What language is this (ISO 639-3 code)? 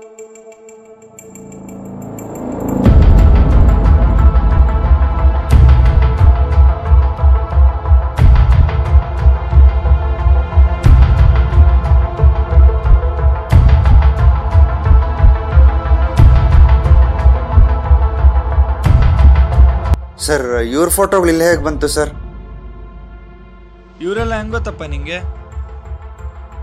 kan